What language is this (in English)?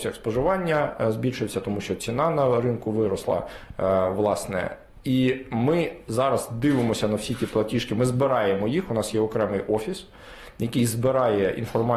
Ukrainian